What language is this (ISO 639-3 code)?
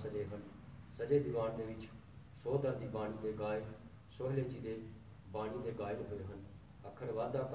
pan